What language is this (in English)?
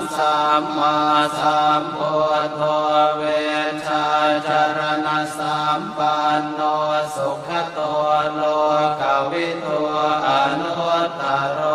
Pali